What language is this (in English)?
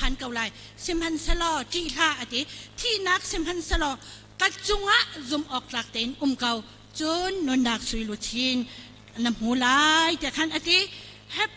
Hakha Chin